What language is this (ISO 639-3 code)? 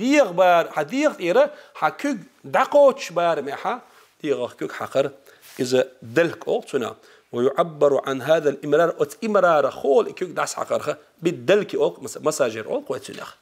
che